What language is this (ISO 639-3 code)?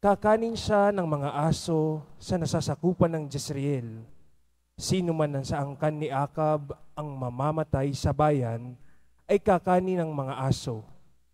fil